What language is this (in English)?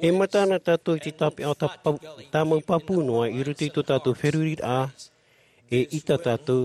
Tahitian